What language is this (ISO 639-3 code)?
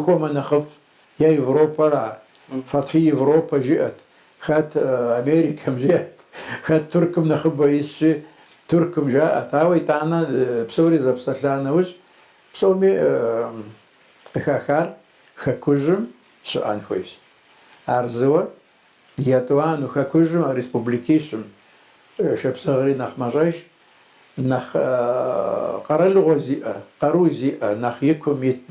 kbd